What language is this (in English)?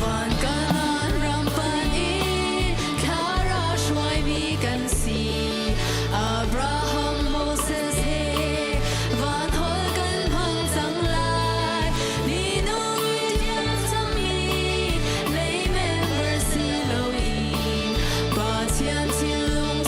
Hakha Chin